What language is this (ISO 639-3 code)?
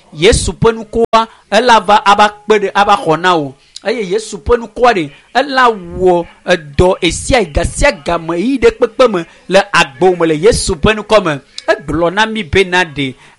ewe